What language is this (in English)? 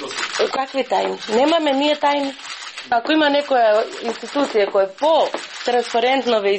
Macedonian